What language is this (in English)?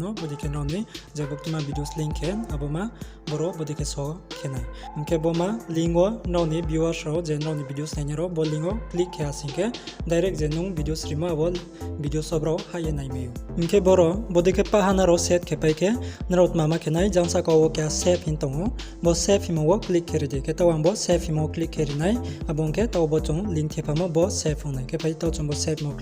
Riang (India)